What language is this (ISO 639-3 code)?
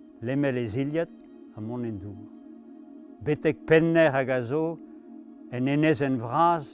bre